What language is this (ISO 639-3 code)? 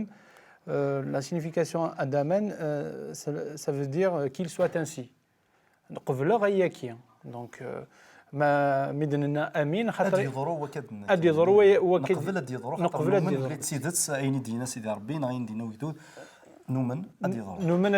kab